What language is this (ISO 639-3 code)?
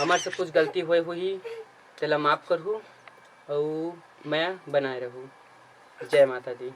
hne